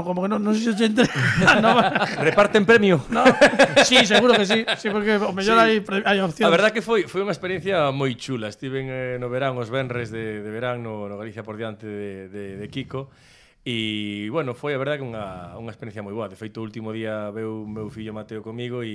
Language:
Galician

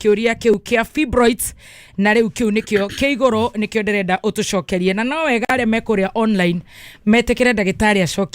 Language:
Kikuyu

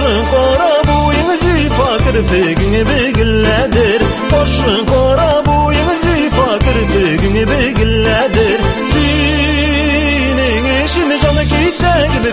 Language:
Tatar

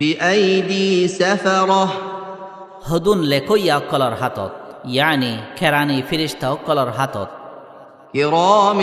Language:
Rohingya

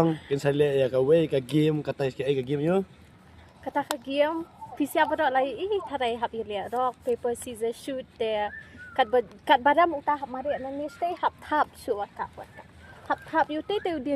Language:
Khasi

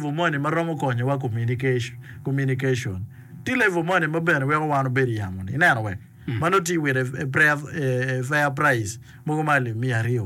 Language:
Acoli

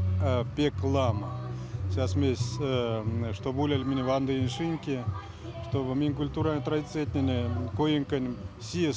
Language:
Erzya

